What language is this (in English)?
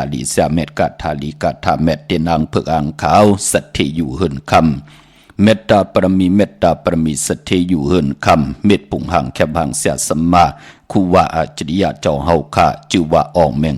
Shan